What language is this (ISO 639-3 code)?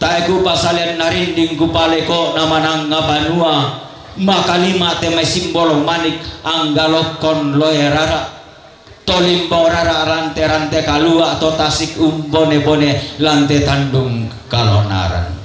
sda